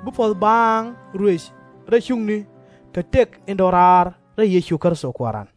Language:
Nuer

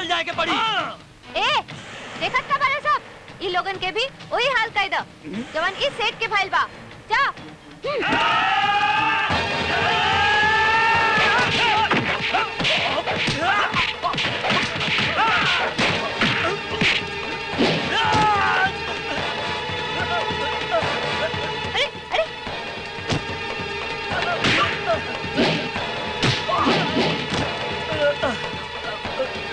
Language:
Bhojpuri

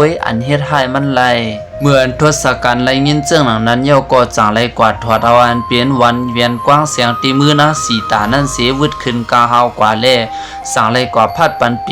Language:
Shan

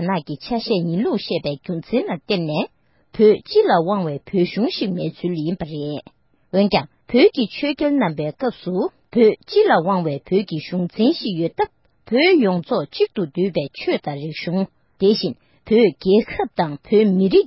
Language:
Tibetan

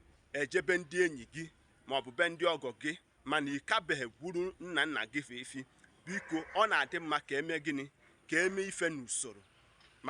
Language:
Igbo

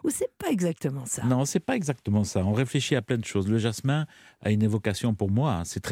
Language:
French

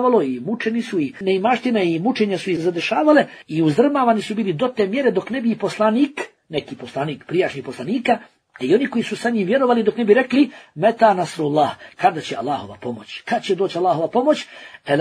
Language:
Bosnian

